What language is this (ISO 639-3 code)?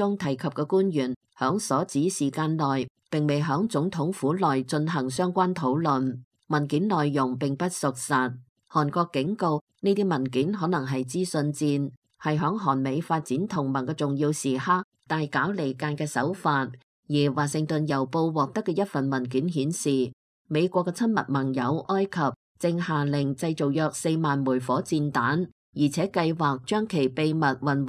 yue